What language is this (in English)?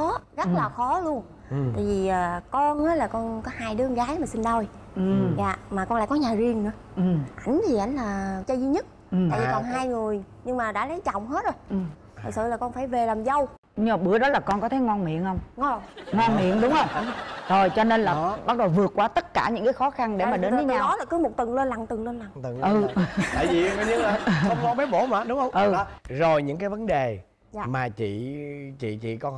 Vietnamese